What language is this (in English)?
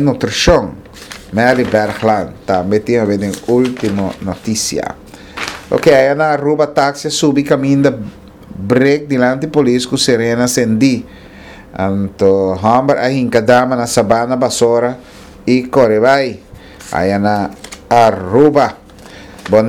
Papiamento